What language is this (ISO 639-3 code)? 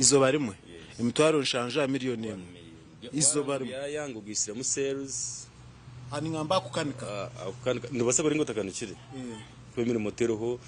nyn